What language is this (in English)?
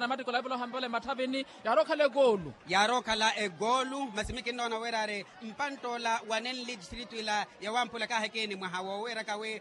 Makhuwa